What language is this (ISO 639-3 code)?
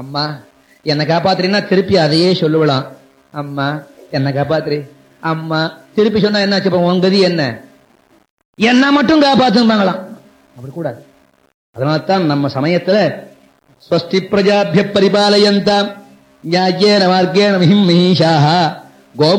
tam